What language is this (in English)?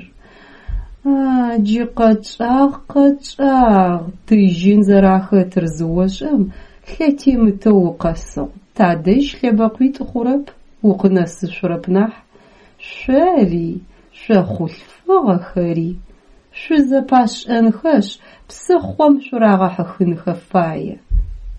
Adyghe